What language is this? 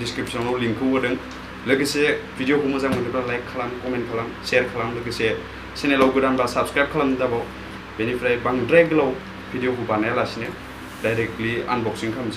Bodo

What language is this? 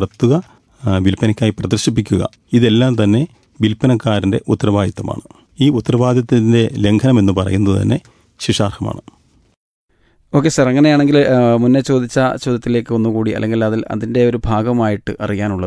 Malayalam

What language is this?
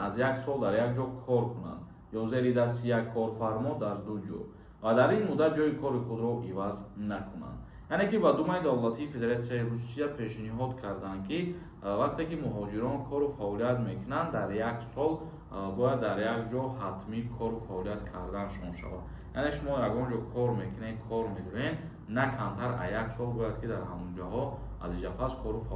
Tajik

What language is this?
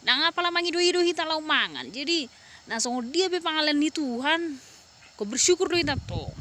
Batak Toba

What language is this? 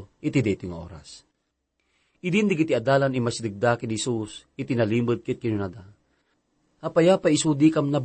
Iloko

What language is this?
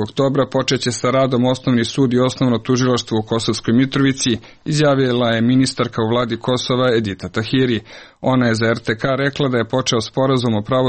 Serbian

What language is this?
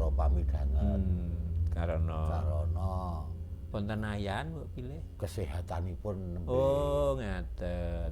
Javanese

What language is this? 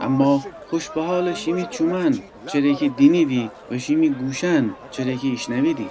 Gilaki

